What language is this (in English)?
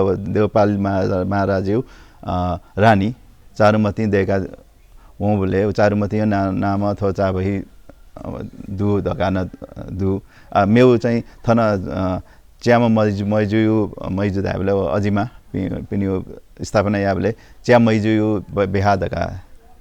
Newari